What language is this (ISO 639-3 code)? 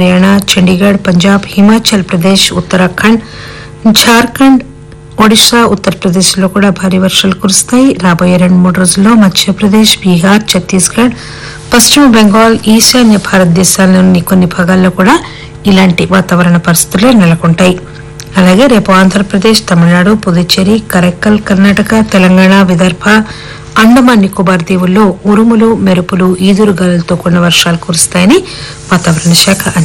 tel